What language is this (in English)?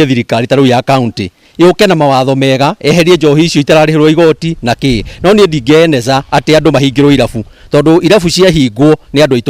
Kikuyu